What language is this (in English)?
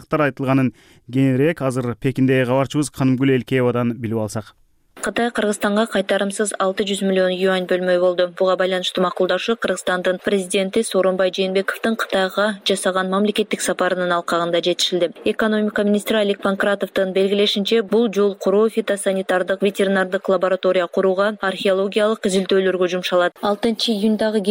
Kyrgyz